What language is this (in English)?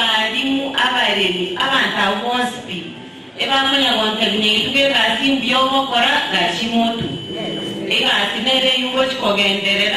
Gusii